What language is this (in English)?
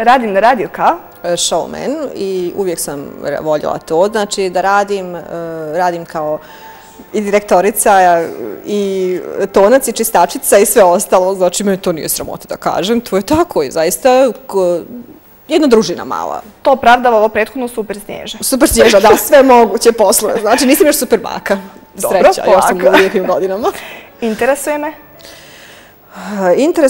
Bosnian